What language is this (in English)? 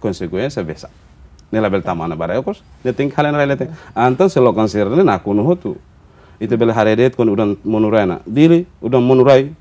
Tetum